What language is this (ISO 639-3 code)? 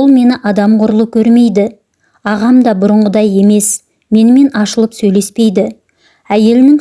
kaz